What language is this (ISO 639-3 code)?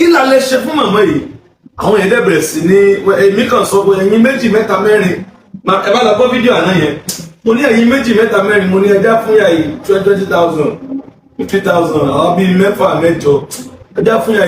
yor